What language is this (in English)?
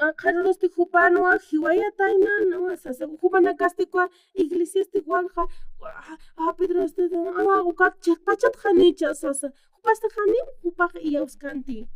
Aymara